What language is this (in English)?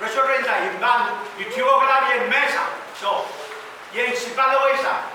Pohnpeian